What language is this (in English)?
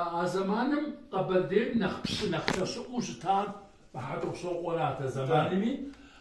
Kabardian